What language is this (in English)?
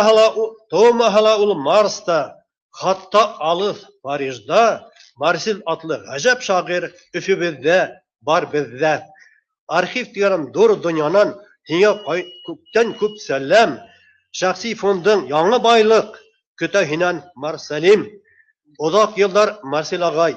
Bashkir